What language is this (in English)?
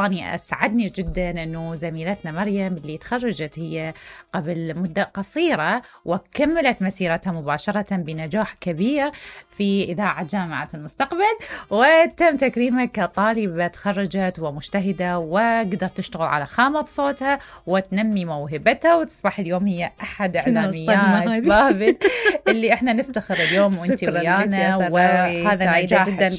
Mesopotamian Arabic